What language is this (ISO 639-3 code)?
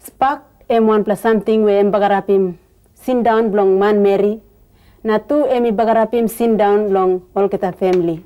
tpi